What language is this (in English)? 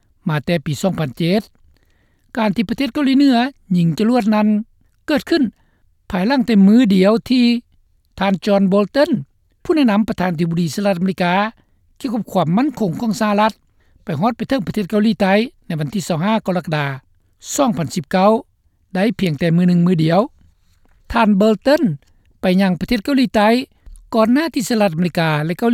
Lao